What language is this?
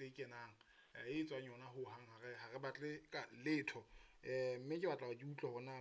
Southern Sotho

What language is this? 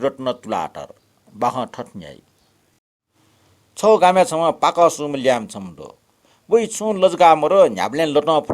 Newari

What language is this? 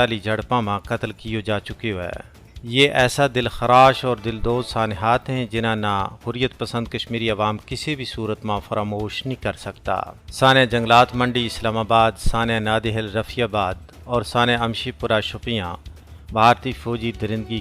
Gujari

